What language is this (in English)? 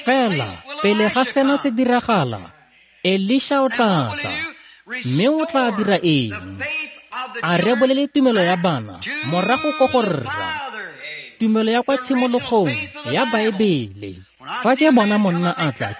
Tswana